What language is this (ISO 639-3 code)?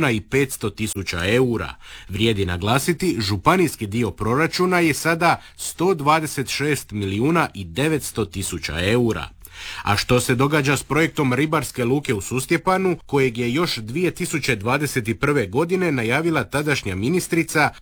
hrv